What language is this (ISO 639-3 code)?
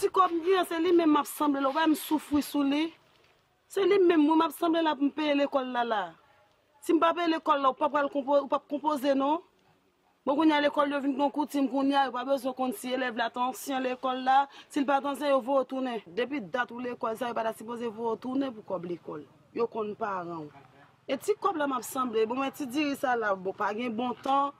hat